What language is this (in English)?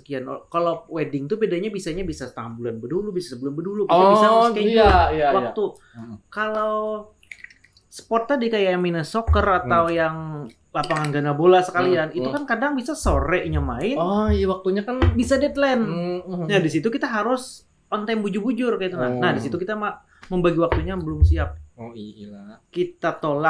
Banjar